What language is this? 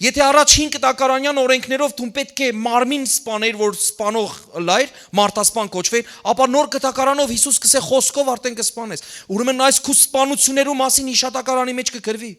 Western Armenian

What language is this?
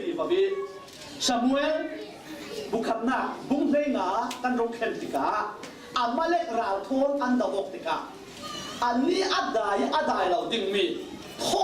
Falam Chin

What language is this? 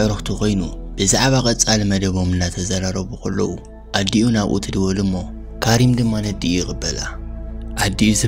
Tigrinya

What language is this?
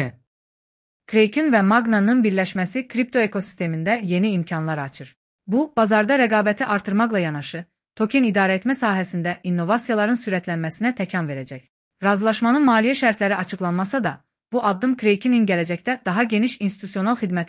Azerbaijani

